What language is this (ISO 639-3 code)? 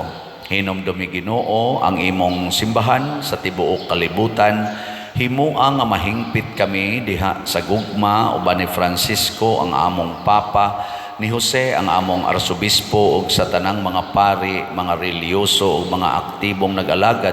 ceb